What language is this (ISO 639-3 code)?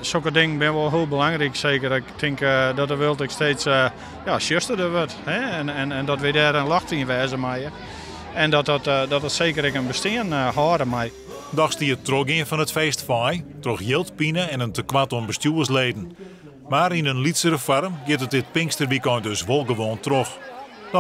fry